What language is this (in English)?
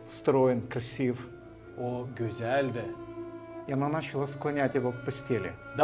Gagauz